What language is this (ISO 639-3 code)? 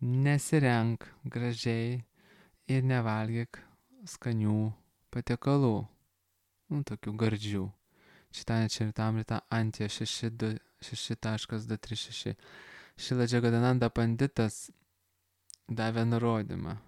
lit